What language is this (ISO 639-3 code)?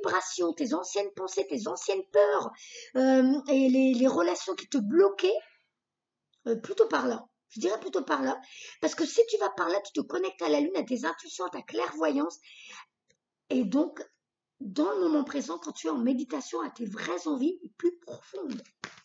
fra